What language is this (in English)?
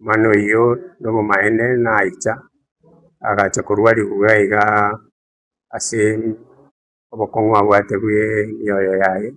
Gusii